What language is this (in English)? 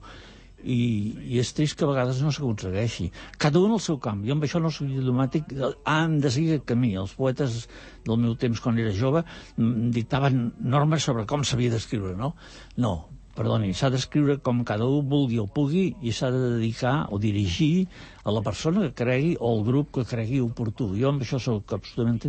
Catalan